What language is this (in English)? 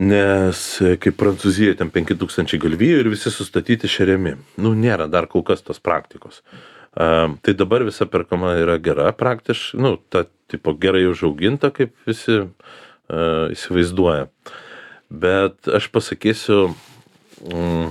Lithuanian